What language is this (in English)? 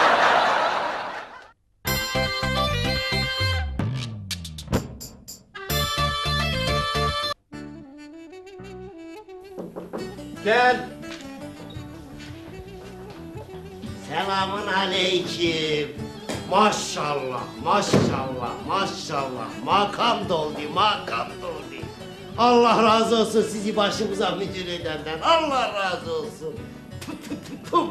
Turkish